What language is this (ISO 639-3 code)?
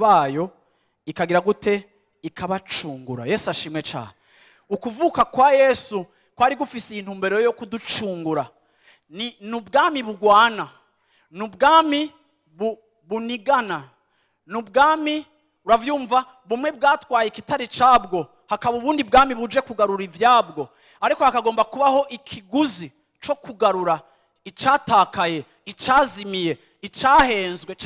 run